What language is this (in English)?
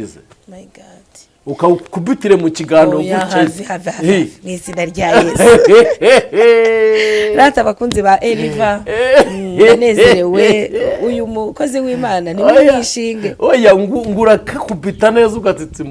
Kinyarwanda